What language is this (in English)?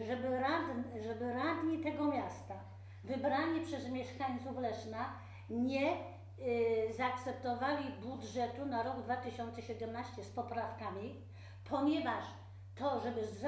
Polish